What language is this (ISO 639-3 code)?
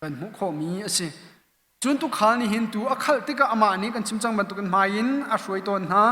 cnh